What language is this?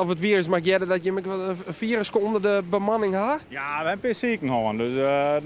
Western Frisian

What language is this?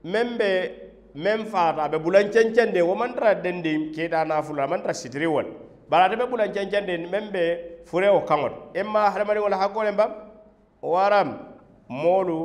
Mandingo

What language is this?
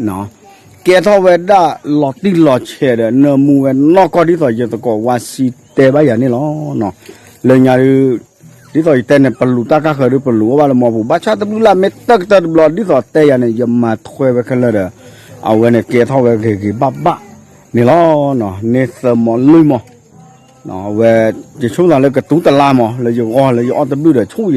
S'gaw Karen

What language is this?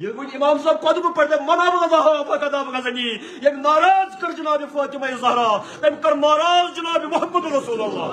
Kashmiri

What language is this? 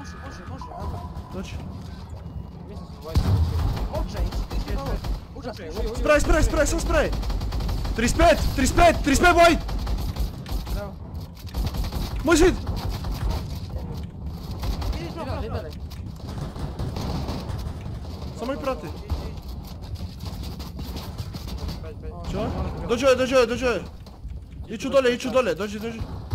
Croatian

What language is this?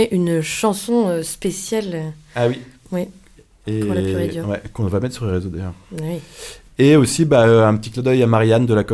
French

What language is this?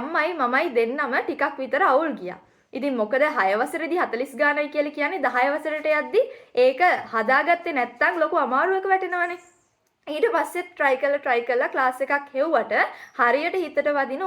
Sinhala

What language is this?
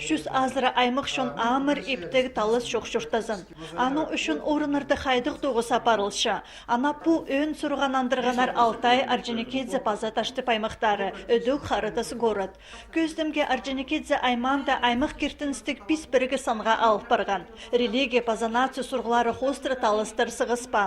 Khakas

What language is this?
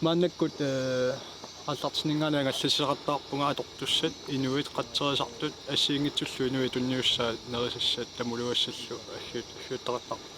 Kalaallisut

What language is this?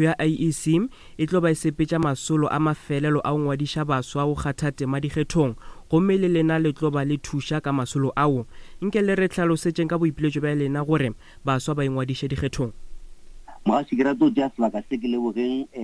Northern Sotho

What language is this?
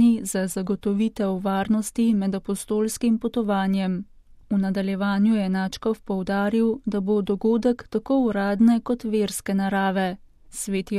Slovenian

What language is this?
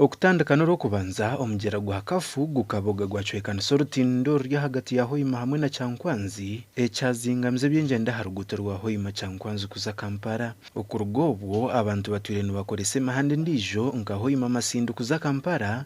Nyankole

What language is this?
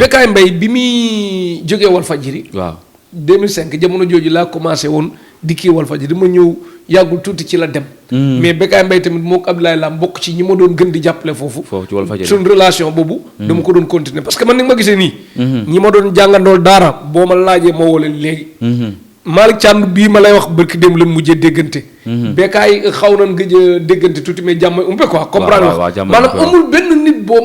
Wolof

